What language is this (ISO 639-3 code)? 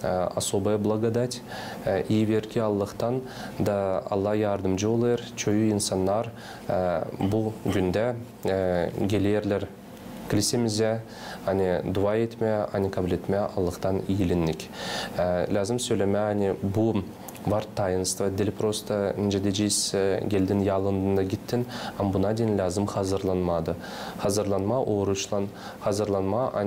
gag